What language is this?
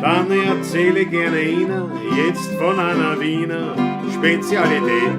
Bavarian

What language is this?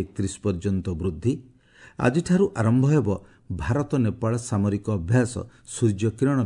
Odia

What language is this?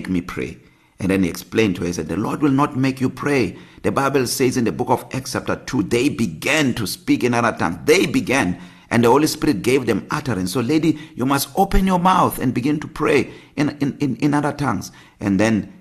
English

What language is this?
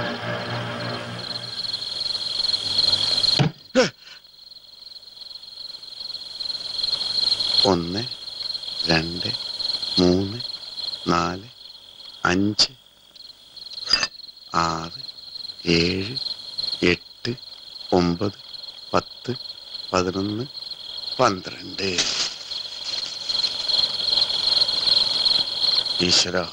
Malayalam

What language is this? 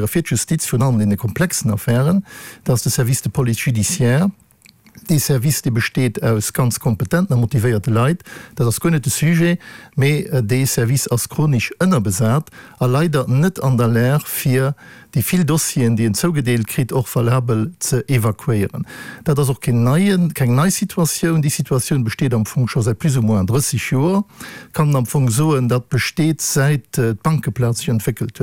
Luxembourgish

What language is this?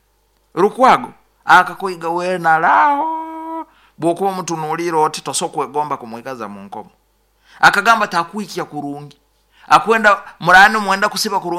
Nyoro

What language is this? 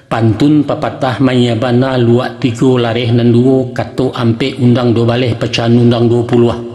Minangkabau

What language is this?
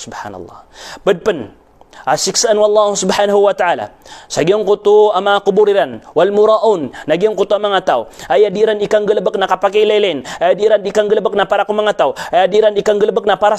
Maranao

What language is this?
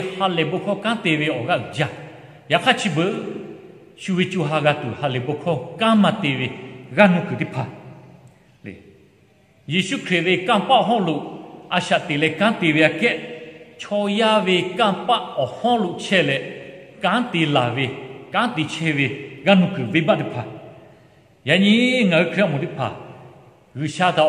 Lahu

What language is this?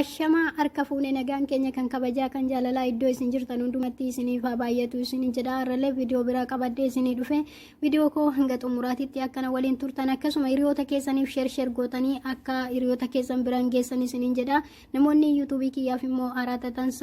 Oromo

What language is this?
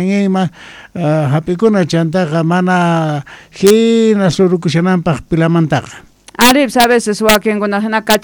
South Bolivian Quechua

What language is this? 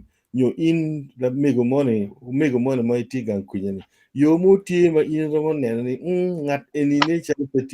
Acoli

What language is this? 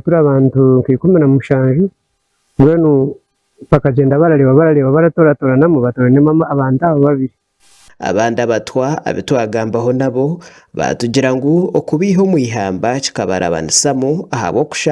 Nyankole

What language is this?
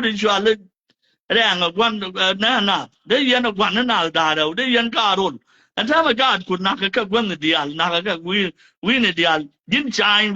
Nuer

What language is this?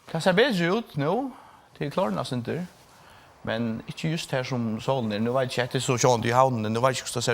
Faroese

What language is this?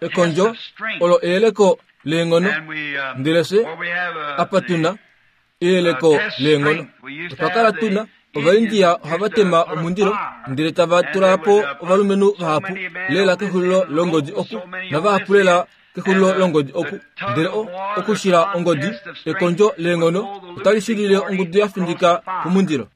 Kuanyama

